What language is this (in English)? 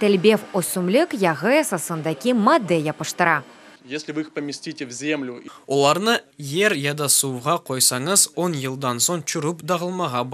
Crimean Tatar